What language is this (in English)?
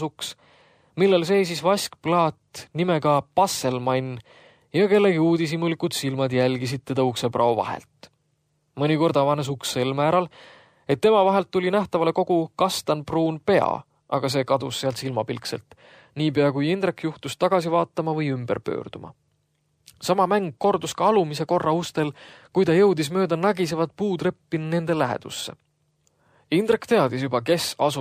Estonian